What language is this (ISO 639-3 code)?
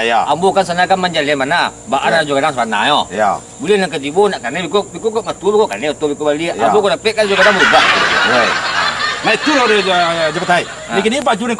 min